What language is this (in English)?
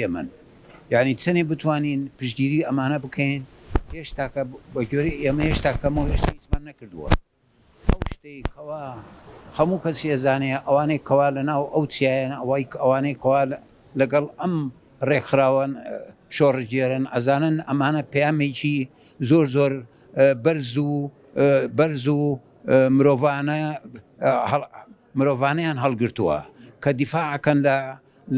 Central Kurdish